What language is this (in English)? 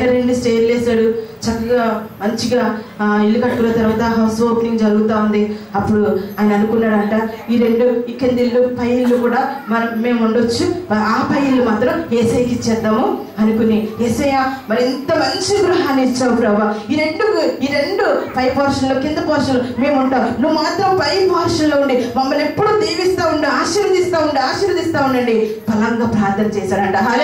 Telugu